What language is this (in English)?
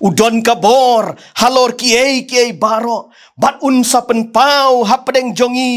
Khasi